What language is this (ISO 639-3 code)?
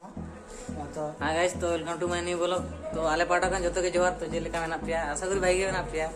sat